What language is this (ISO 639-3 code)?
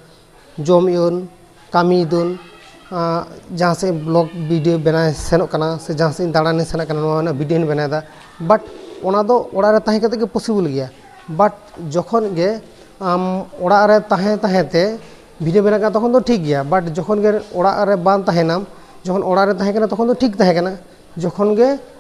sat